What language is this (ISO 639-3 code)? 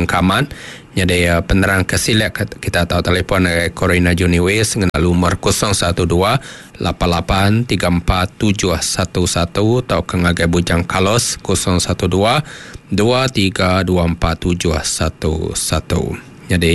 iba